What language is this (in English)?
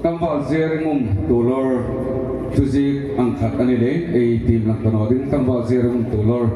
Hmar